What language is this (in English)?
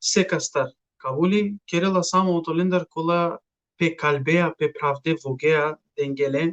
Balkan Romani